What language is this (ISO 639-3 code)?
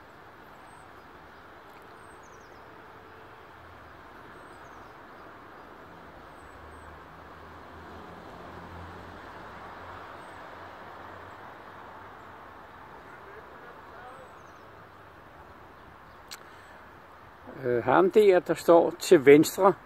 dan